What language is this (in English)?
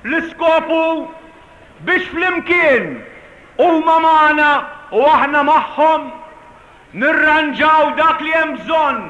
Maltese